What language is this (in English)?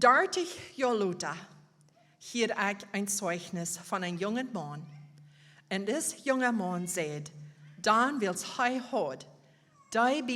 Plautdietsch